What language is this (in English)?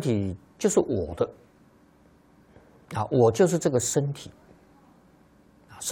Chinese